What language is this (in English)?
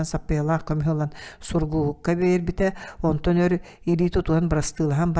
Yakut